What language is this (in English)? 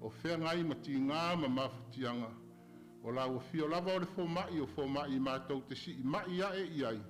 Samoan